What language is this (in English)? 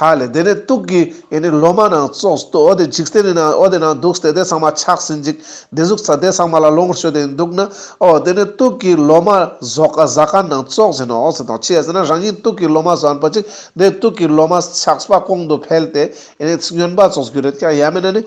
Ladakhi